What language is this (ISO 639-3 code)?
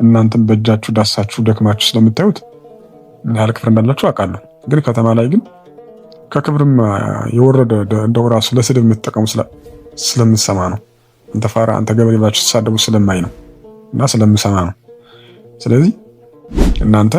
amh